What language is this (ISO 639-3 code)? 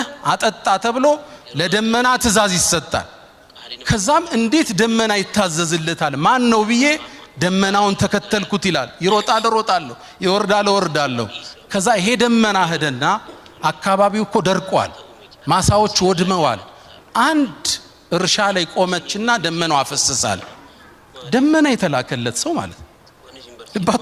amh